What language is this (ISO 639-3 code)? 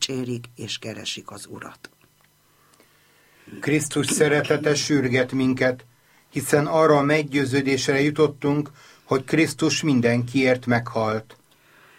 hun